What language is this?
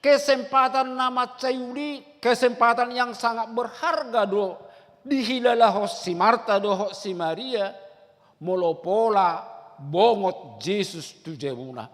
Batak Toba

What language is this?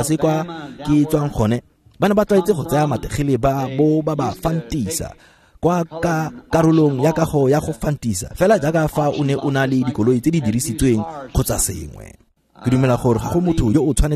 Tswana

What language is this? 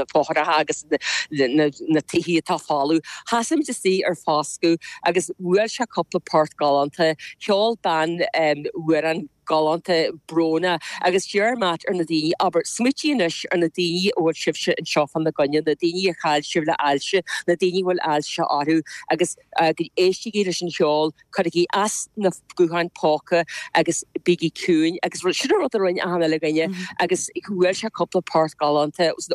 Irish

